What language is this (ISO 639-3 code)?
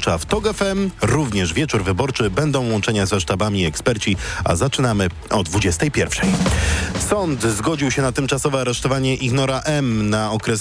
pol